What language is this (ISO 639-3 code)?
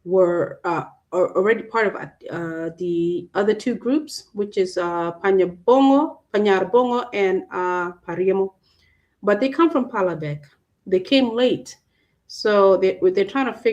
ach